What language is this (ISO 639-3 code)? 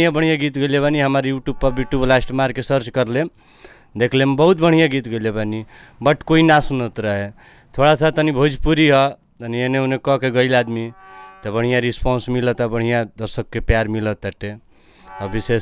bho